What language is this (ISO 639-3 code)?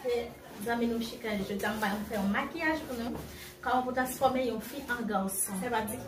hat